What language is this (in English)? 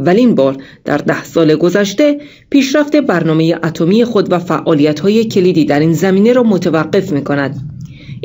Persian